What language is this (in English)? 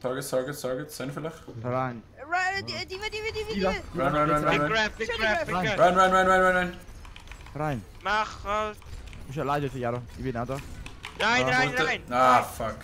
Swiss German